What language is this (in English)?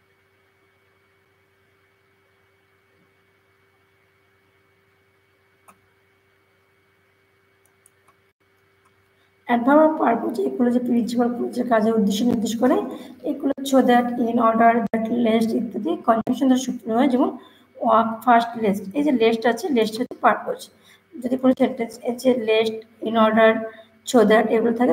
Bangla